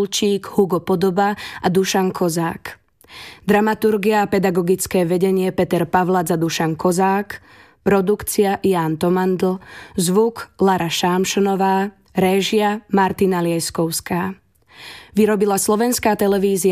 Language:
Slovak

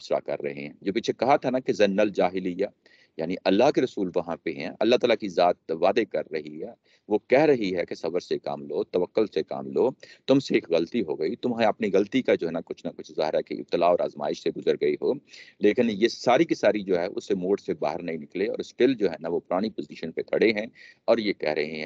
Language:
Urdu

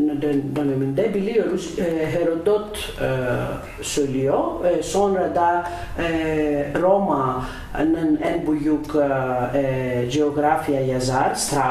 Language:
Turkish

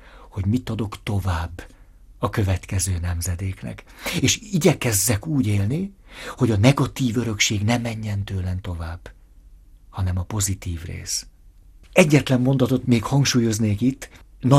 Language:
Hungarian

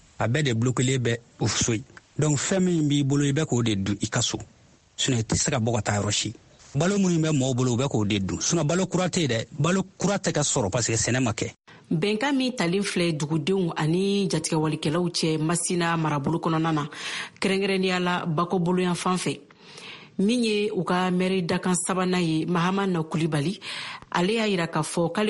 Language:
Bambara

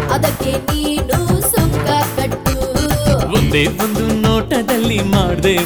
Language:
Kannada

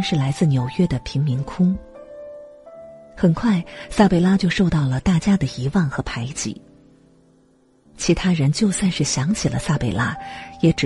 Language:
Chinese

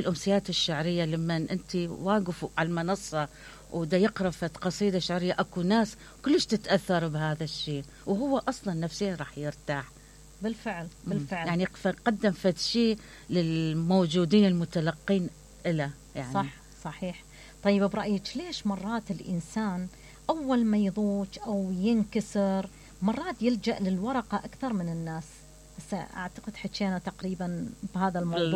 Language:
Mesopotamian Arabic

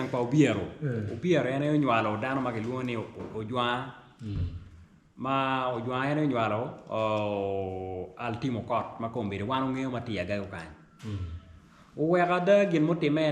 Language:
Acoli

